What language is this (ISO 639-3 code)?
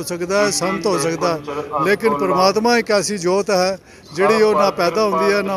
pan